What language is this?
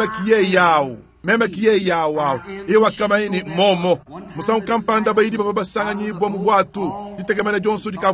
Luba-Lulua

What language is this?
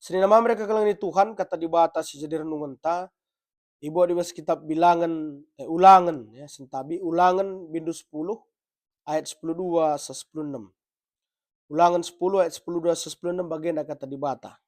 Batak Karo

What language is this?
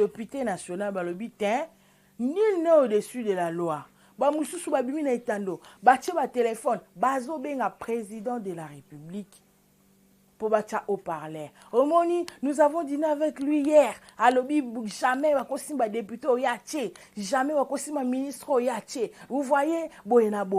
Lingala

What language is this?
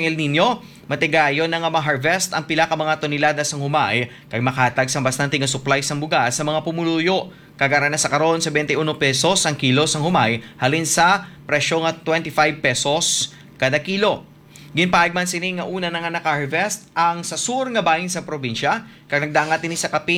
Hiligaynon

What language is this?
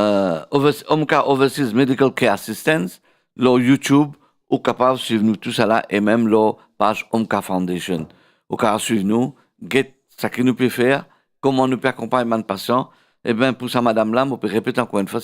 Morisyen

